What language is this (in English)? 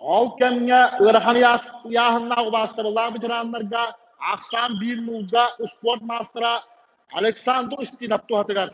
Yakut